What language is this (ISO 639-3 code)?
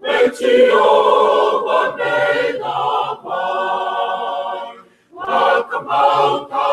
fij